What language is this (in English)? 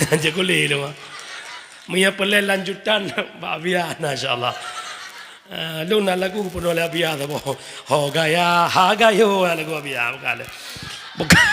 Achinese